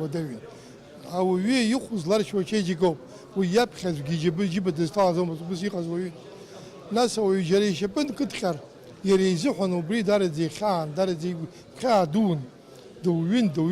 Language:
Abkhazian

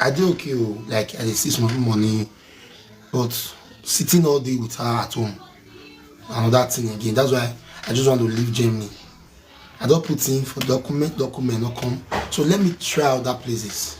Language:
Nigerian Pidgin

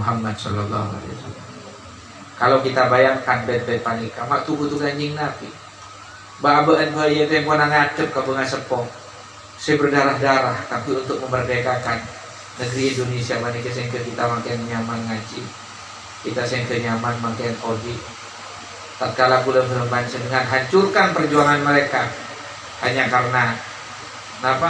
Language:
Madurese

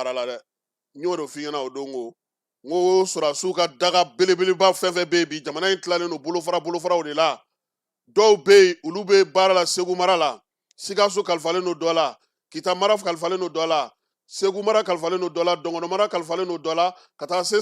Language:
Bambara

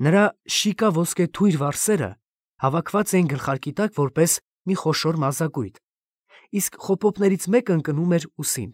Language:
Armenian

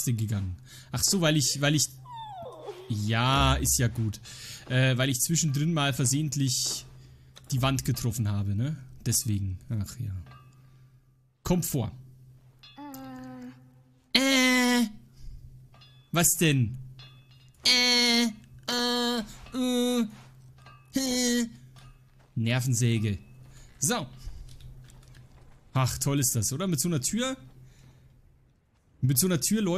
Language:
German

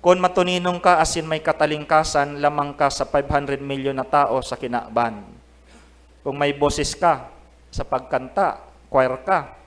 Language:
Bikol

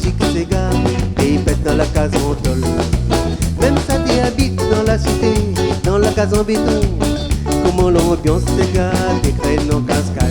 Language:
Réunion Creole French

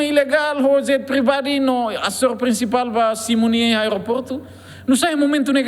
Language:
Tetum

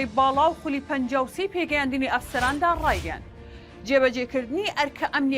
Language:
Central Kurdish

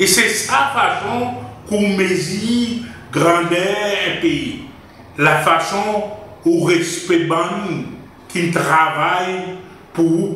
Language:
Seselwa Creole French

